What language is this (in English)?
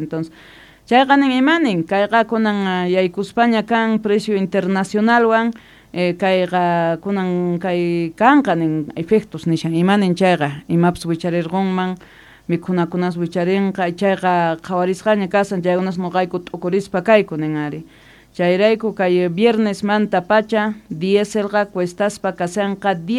South Bolivian Quechua